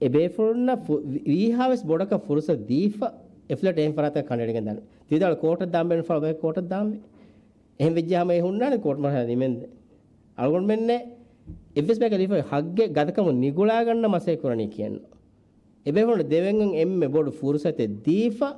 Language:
Divehi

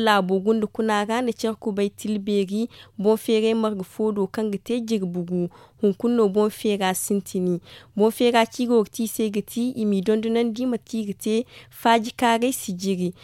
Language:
Zarma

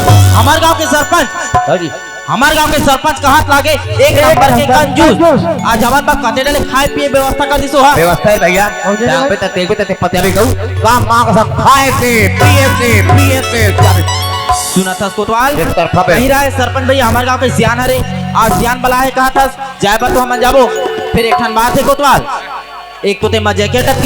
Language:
Chhattisgarhi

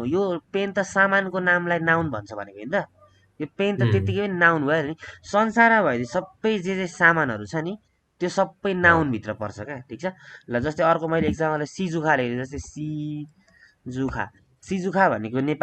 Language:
Nepali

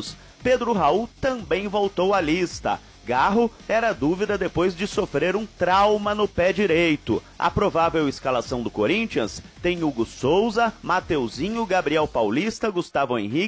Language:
Portuguese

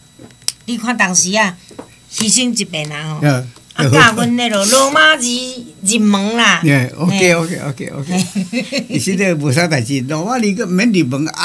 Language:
Min Nan Chinese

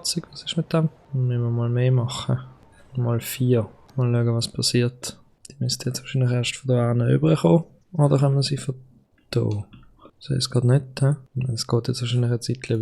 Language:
Swiss German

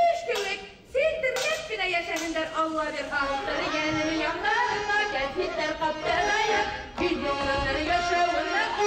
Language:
Bashkir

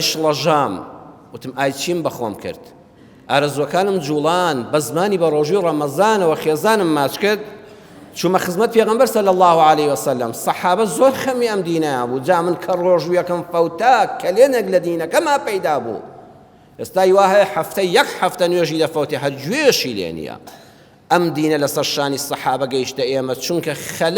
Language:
Central Kurdish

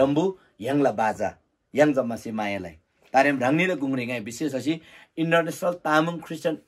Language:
Eastern Tamang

